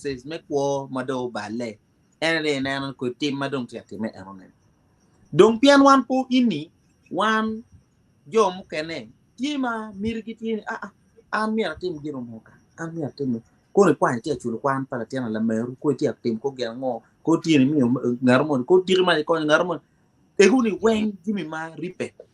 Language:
Acoli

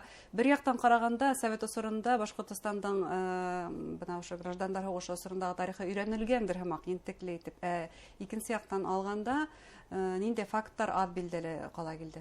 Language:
Bashkir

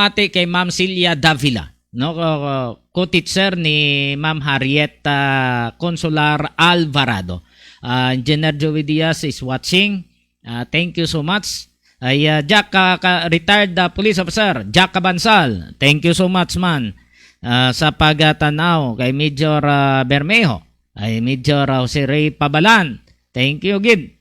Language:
Hiligaynon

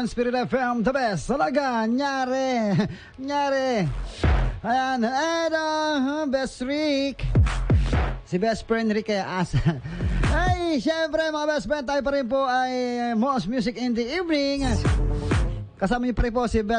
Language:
Filipino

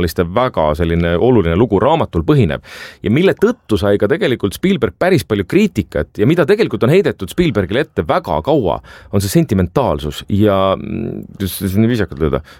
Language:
Estonian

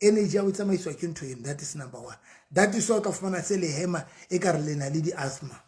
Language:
Southern Sotho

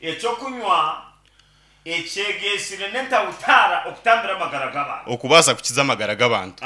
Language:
Nyankole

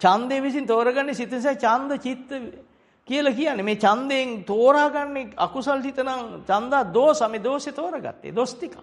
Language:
Sinhala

